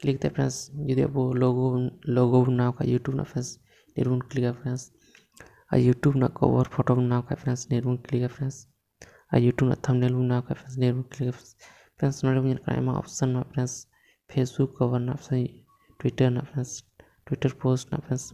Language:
Santali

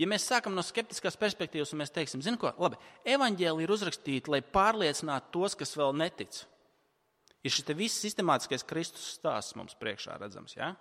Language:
Latvian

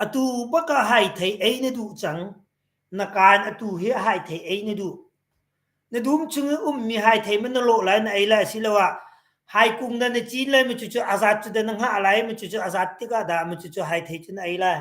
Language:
Hakha Chin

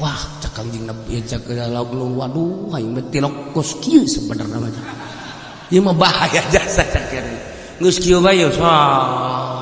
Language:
Sundanese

